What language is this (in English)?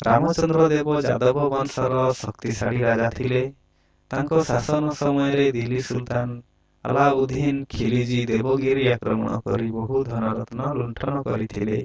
Odia